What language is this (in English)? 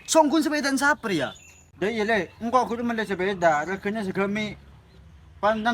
Madurese